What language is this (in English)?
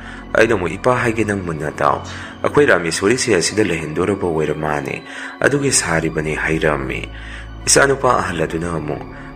Manipuri